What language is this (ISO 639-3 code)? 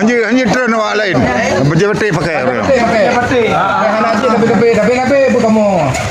ace